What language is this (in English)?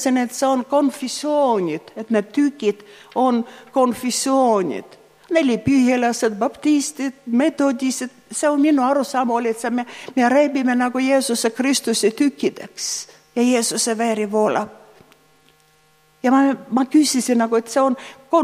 Estonian